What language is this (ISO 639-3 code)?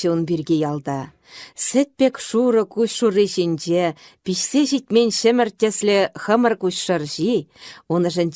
chv